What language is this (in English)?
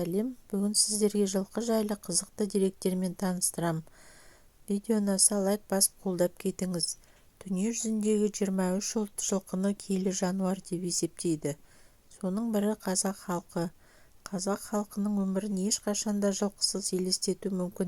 Kazakh